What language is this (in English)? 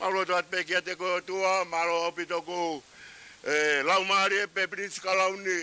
Tongan